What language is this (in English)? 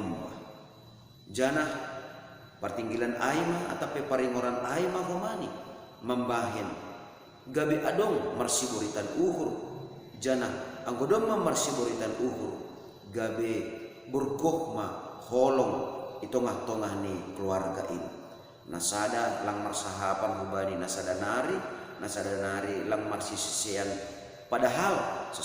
Batak Simalungun